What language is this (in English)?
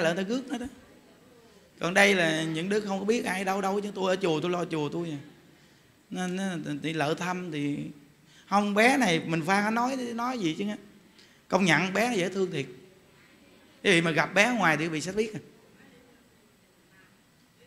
Vietnamese